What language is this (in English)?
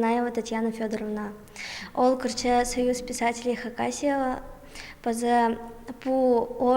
Khakas